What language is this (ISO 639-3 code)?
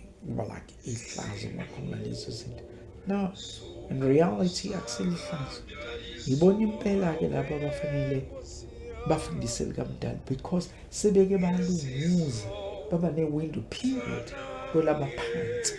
zul